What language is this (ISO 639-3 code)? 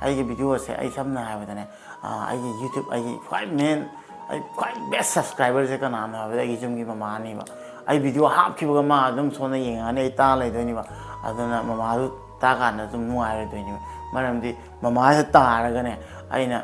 mni